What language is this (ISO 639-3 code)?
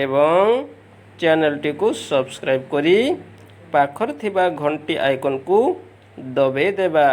ori